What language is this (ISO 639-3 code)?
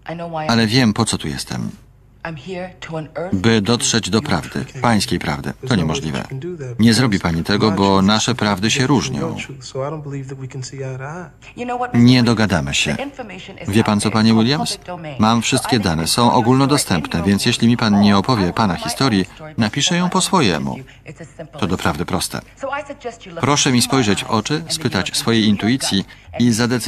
pol